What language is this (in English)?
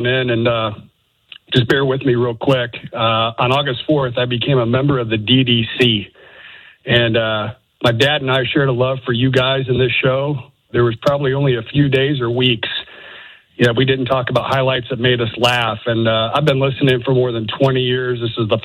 English